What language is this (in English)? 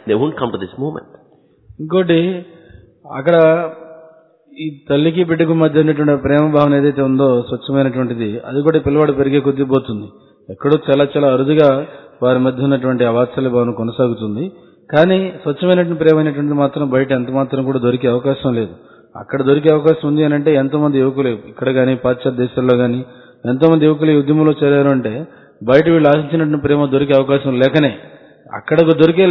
Telugu